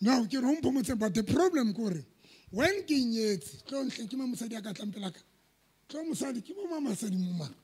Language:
Southern Sotho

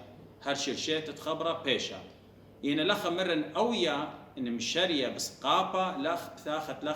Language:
Assyrian Neo-Aramaic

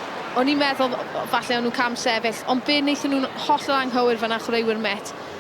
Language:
Welsh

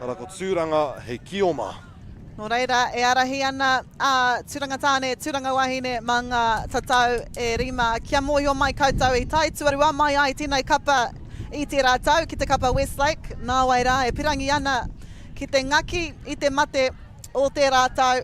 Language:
Māori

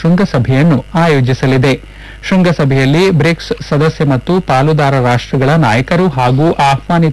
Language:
Kannada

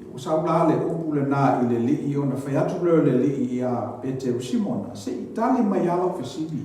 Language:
Samoan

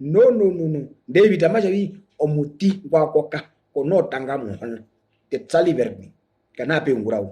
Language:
Herero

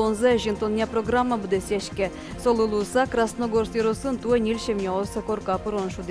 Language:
Udmurt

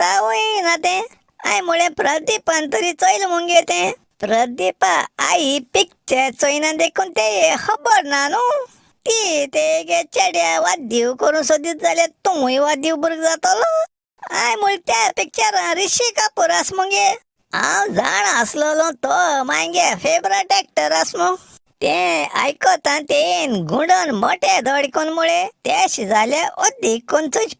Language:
Konkani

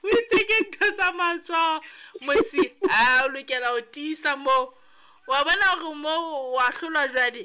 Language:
Southern Sotho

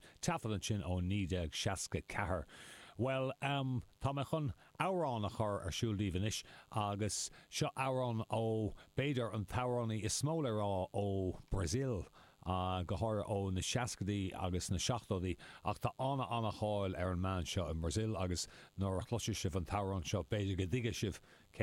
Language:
Irish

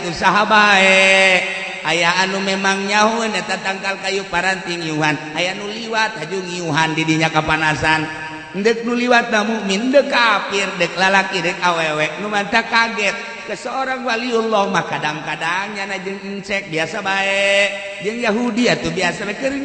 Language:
Sundanese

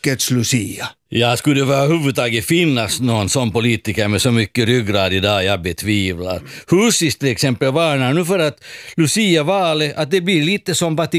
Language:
Swedish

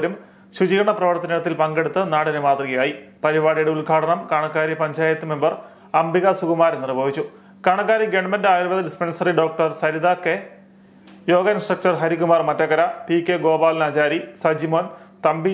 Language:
Malayalam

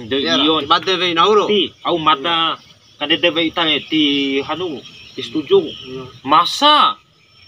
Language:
Bima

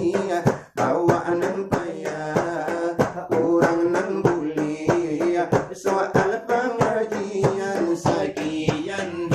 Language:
Minangkabau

